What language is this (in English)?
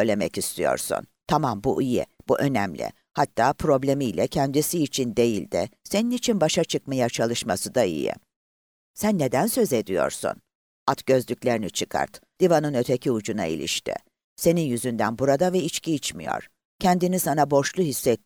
Turkish